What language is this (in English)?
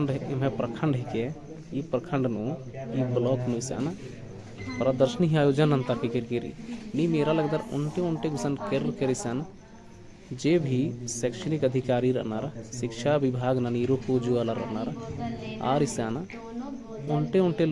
Kurukh